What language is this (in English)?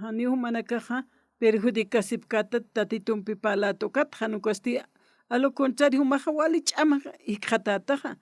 Aymara